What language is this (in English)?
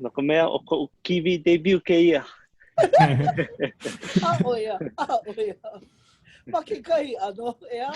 Hawaiian